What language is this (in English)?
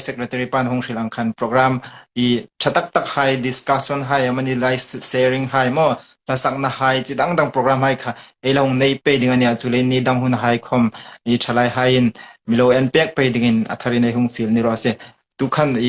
Hmar